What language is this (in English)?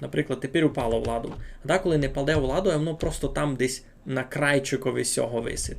Rusyn